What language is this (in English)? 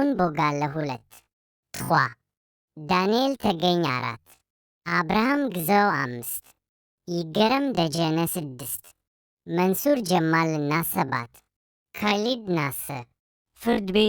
Amharic